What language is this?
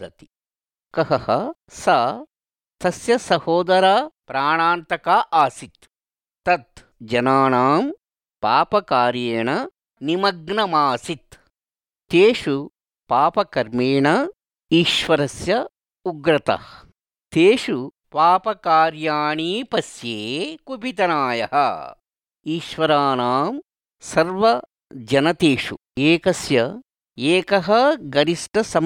Sanskrit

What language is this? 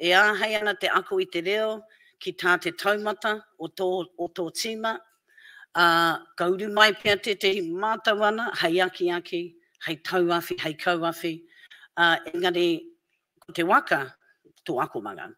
Māori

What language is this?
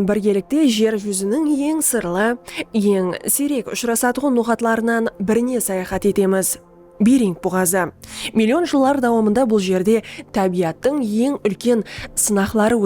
Kara-Kalpak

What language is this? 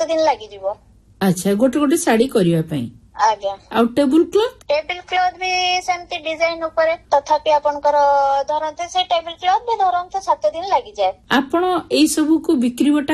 Odia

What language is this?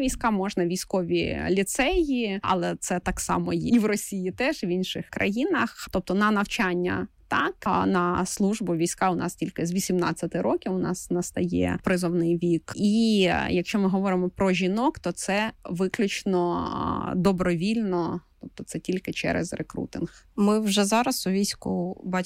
Ukrainian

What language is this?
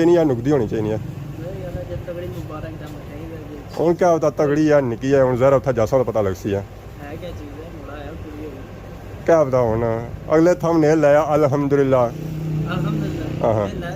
Pahari-Potwari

